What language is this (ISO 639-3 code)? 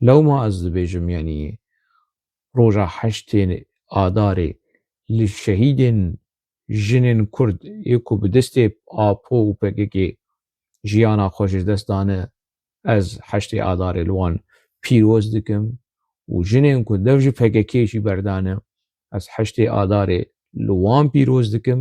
kur